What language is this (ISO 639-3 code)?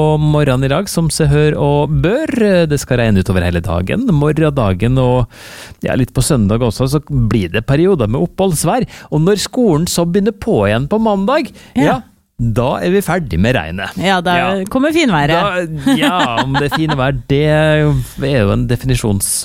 nor